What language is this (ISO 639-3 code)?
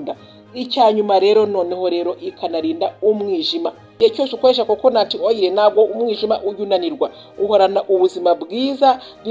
kin